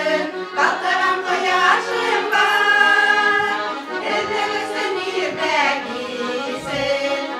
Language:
Bashkir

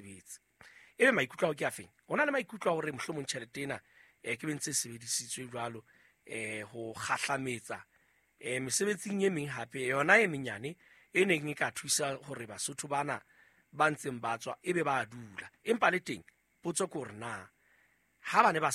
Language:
Southern Sotho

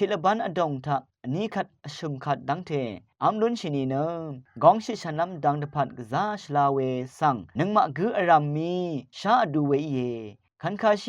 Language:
Rawang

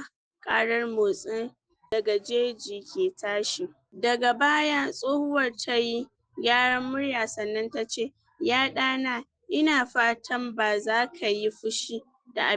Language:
Hausa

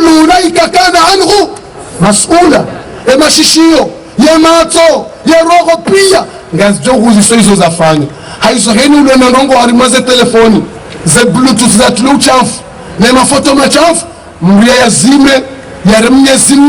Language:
Ngazidja Comorian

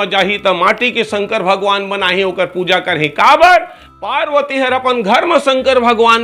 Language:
Chhattisgarhi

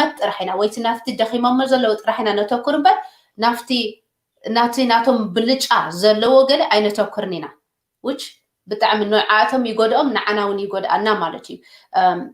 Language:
Tigrinya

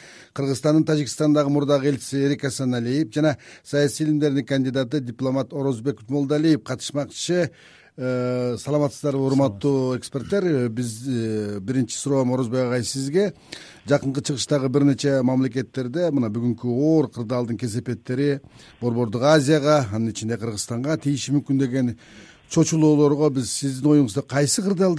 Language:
Kyrgyz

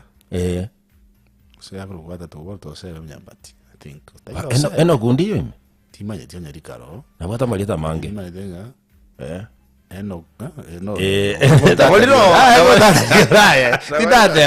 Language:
Gusii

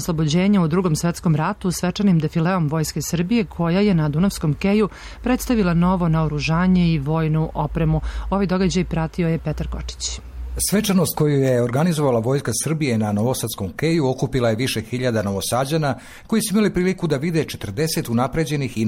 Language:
Serbian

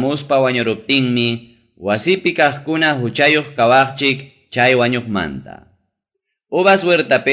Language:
Ayacucho Quechua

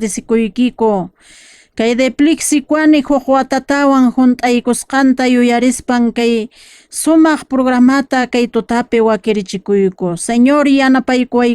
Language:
Quechua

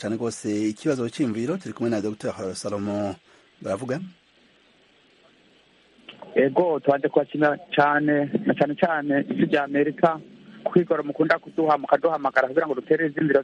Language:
Kinyarwanda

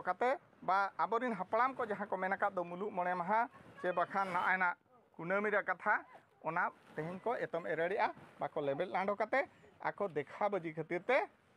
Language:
Santali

